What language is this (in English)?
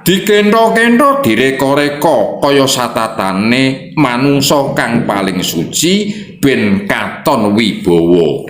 Javanese